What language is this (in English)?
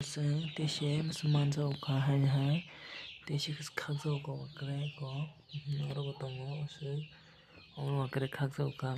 Kok Borok